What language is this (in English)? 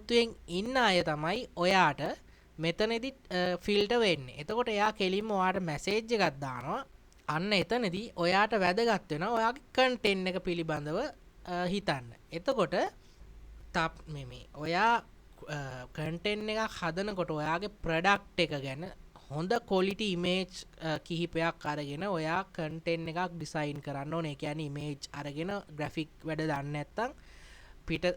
Sinhala